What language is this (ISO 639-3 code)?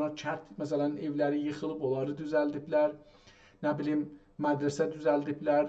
azb